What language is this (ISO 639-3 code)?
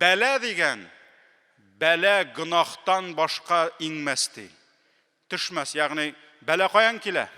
tat